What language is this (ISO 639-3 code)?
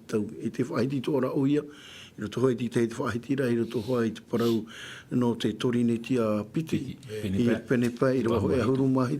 tah